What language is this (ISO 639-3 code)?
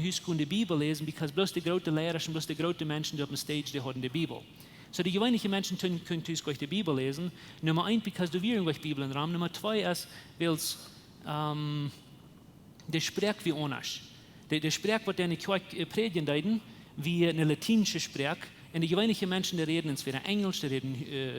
pdt